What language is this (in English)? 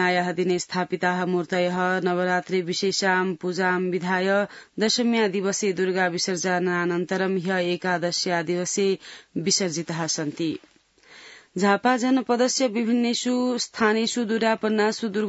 Sanskrit